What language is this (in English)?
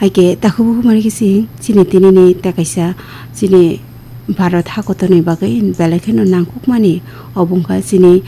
Kok Borok